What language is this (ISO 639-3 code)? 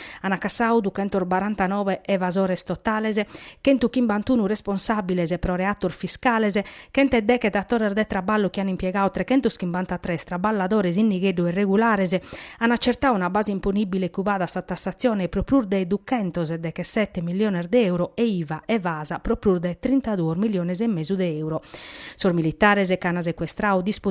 srd